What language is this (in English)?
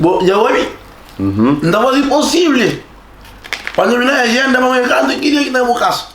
Kabuverdianu